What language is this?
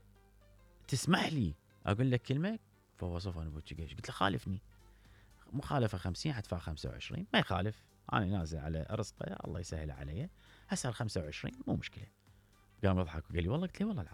Mesopotamian Arabic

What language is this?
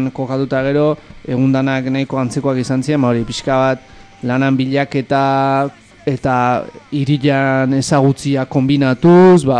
Basque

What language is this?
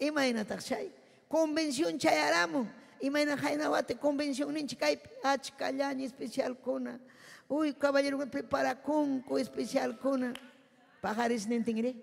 Ayacucho Quechua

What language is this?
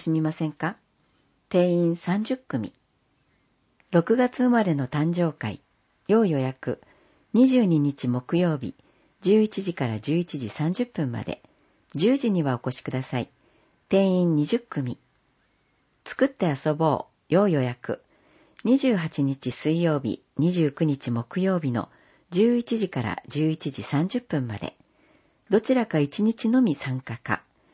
Japanese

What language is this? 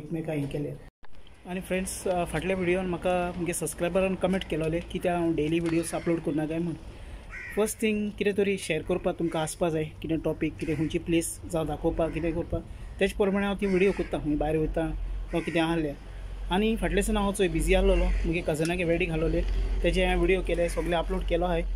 Konkani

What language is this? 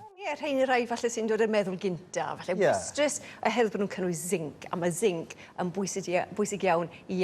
Welsh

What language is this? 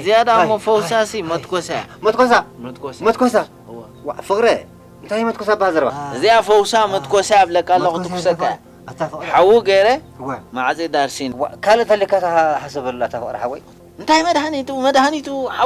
Tigrinya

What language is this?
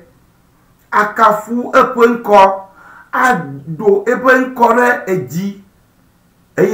Ewe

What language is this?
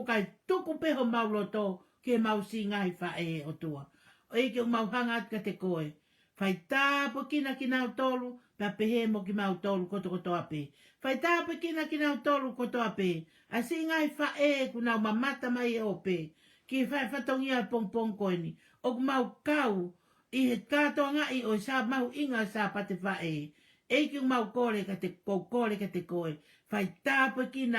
Tongan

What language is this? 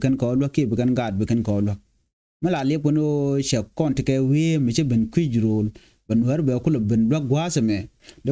Nuer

